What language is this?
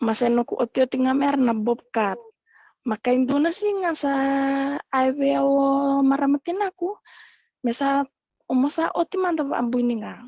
Fijian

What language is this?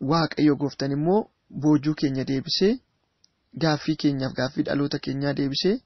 Oromo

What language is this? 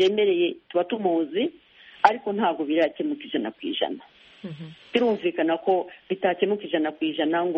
Kinyarwanda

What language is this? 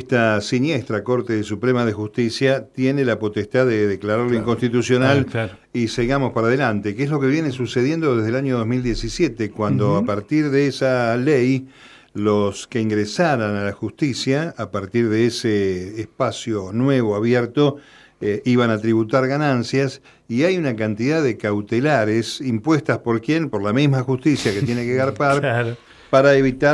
Spanish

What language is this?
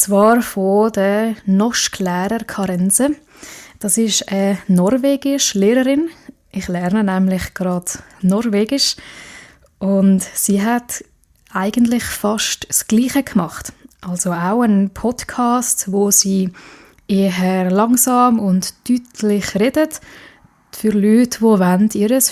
Swiss German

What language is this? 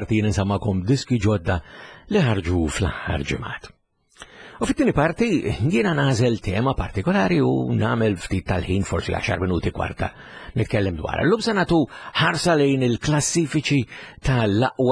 Maltese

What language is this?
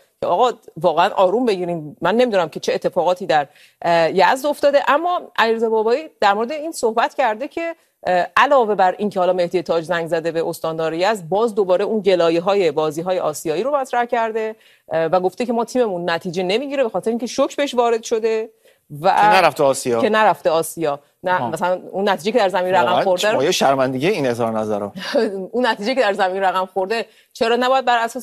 Persian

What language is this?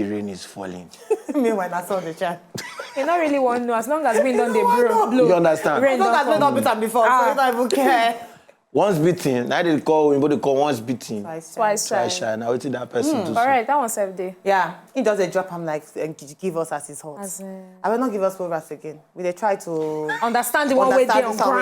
Nigerian Pidgin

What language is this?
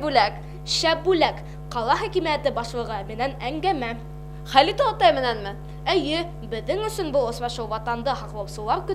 Bashkir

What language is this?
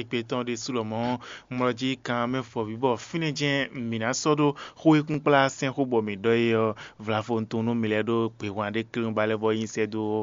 Fon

